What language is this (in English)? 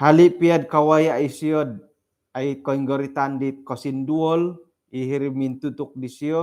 Central Dusun